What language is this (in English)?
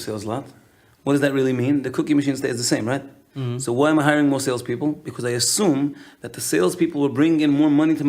Yiddish